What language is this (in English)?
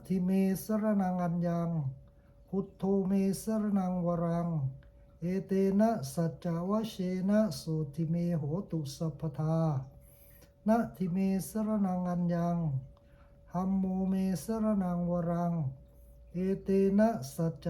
Pali